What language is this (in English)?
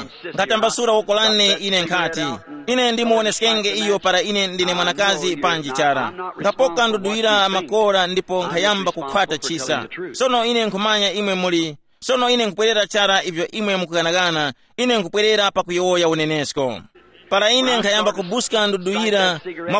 Tumbuka